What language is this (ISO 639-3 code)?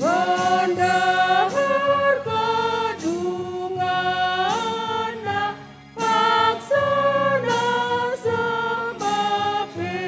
btx